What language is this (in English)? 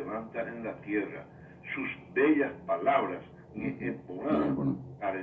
Guarani